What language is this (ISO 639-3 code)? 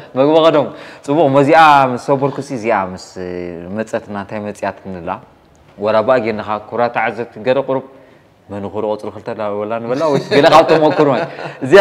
tir